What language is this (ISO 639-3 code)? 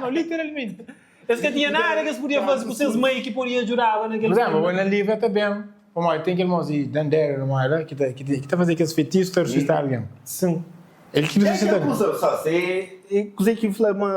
kea